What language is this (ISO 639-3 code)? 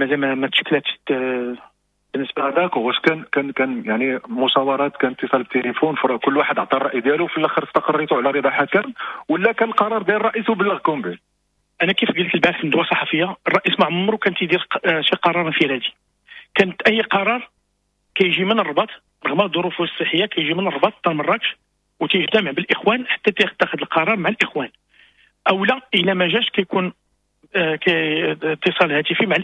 ary